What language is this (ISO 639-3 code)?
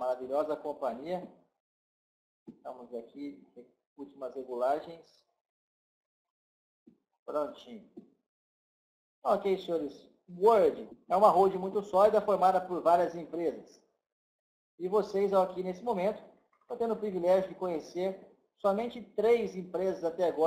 por